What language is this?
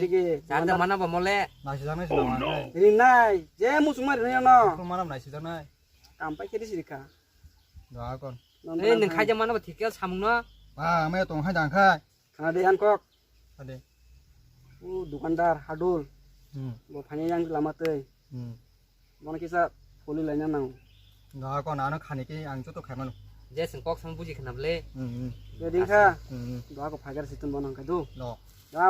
Kok Borok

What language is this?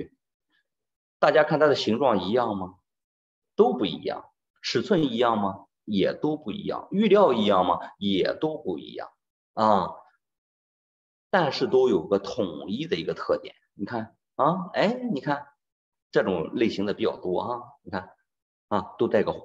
Chinese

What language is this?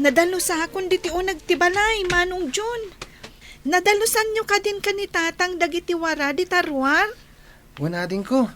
Iloko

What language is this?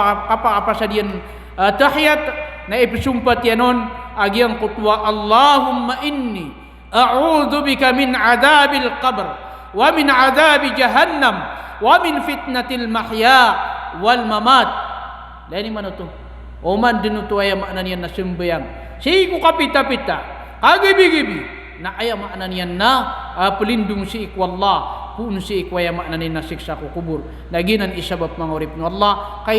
Maranao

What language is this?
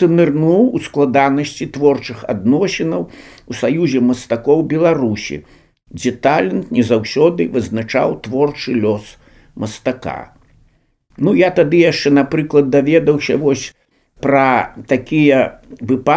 Belarusian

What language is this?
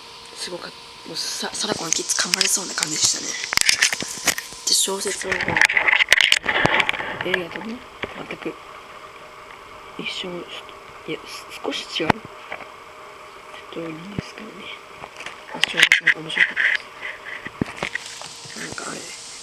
Japanese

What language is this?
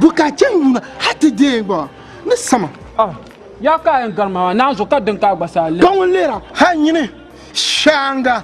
Dagbani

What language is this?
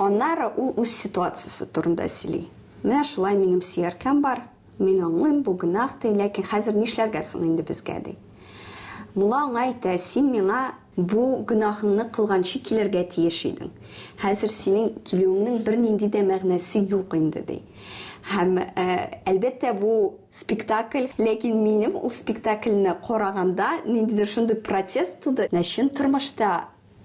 Tatar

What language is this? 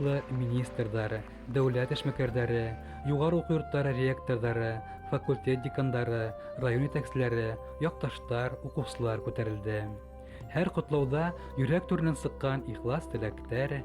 Bashkir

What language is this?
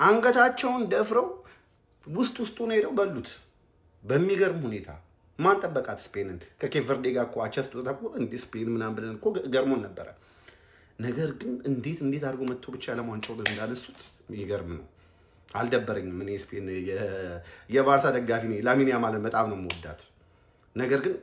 Amharic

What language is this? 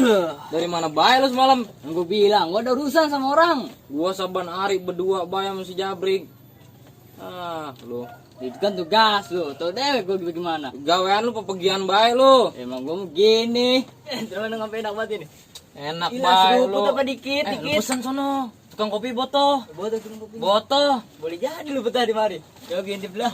Betawi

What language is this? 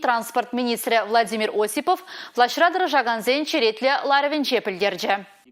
Chuvash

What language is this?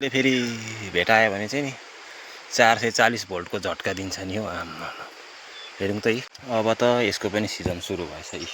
Nepali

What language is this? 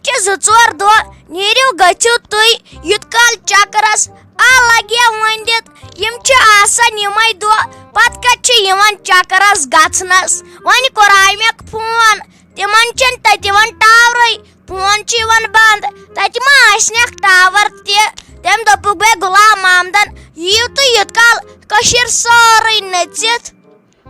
Kashmiri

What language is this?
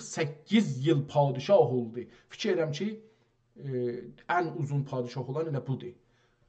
South Azerbaijani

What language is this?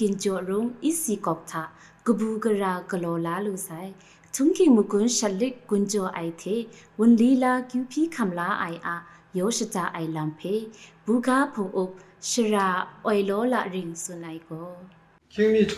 Kachin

